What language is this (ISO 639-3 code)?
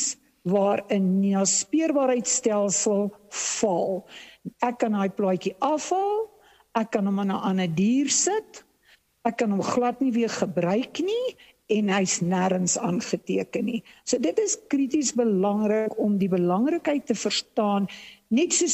afr